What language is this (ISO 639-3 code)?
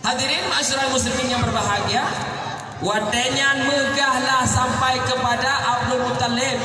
ace